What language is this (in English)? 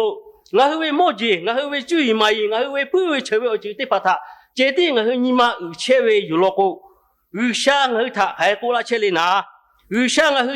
Lahu